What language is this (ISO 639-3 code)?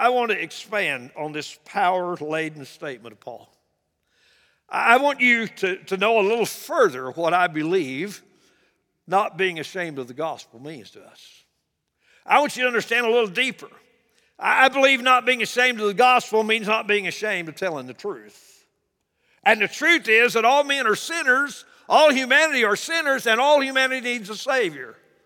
eng